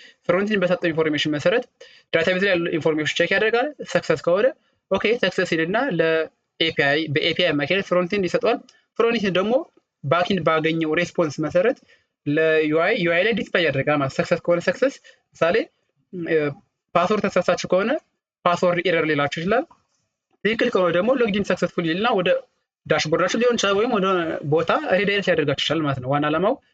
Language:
Amharic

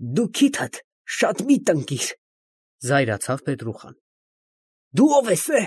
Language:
Armenian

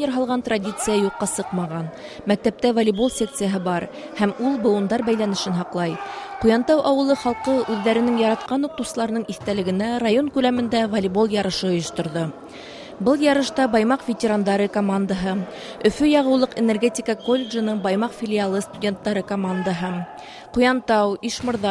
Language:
Bashkir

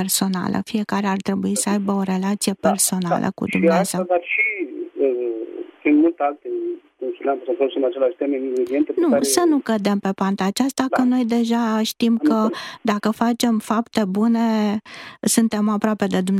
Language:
Romanian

